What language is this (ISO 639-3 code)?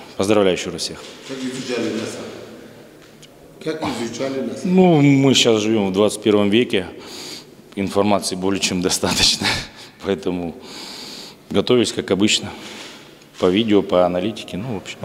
rus